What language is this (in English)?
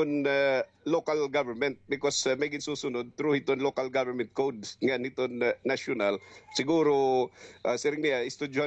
Waray